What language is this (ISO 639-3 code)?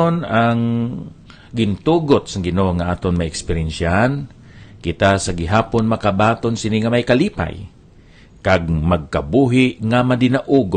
hil